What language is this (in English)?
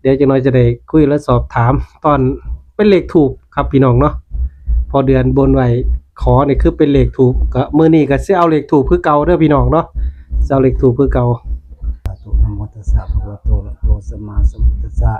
Northeastern Thai